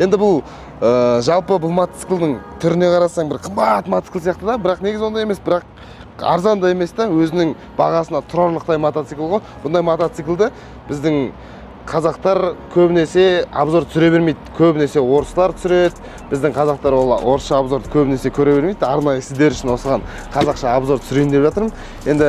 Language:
Kazakh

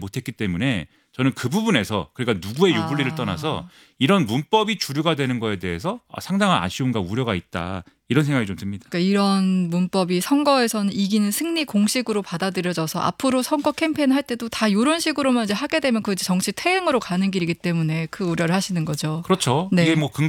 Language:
Korean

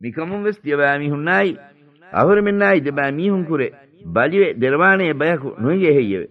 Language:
Divehi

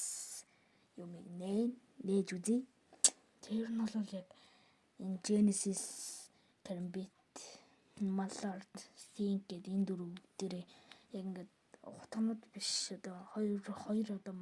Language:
Mongolian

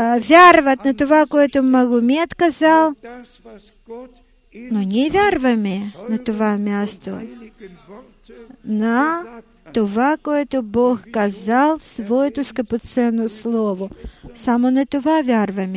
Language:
Bulgarian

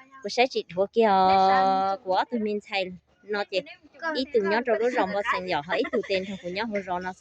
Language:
Hmong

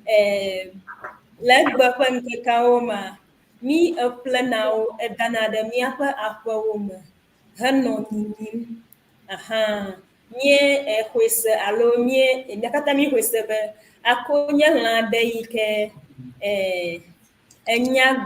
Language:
Ewe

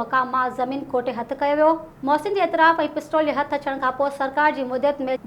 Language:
Sindhi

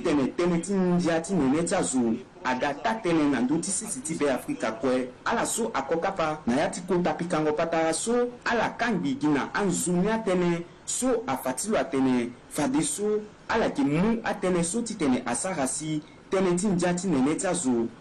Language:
Sango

